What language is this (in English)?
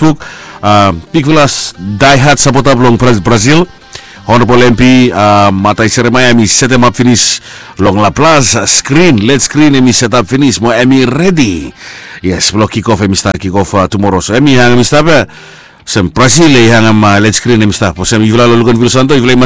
Bislama